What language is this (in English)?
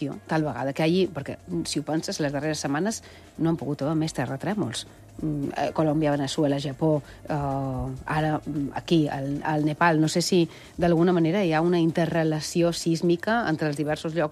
Catalan